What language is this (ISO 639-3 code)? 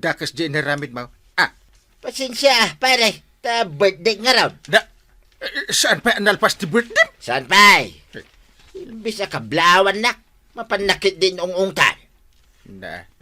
ilo